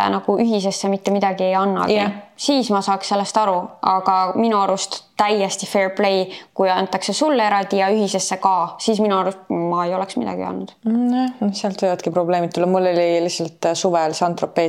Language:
Estonian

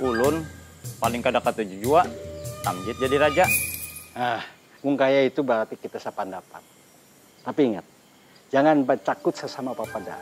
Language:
Banjar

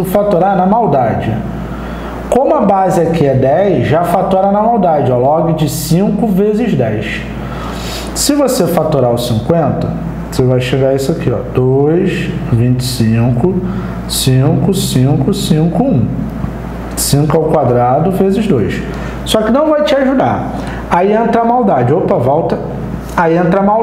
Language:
Portuguese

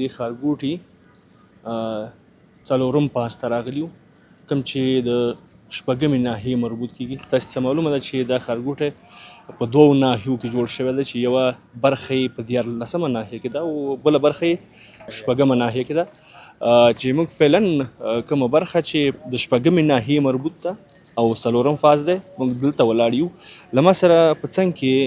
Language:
Pashto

